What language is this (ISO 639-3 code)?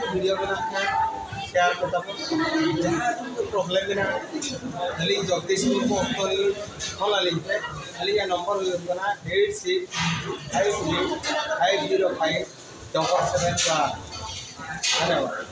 sat